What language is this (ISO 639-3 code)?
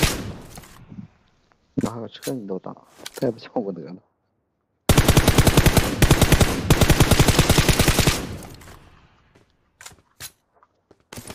zho